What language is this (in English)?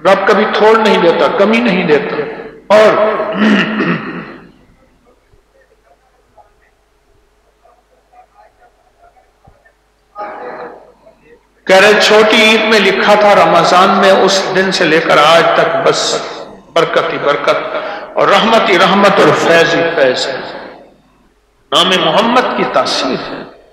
Urdu